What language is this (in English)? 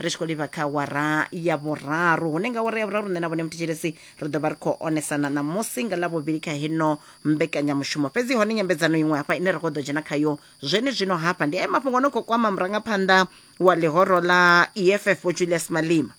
Venda